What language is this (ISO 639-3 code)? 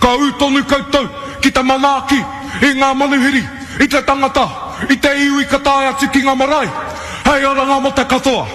mri